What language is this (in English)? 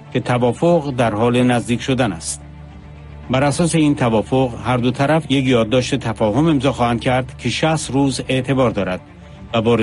Persian